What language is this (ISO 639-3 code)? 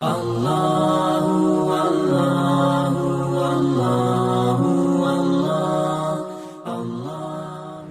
mui